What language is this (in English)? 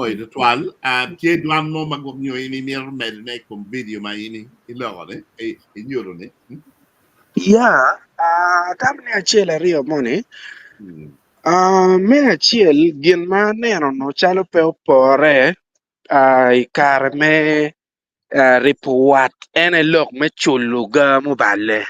Acoli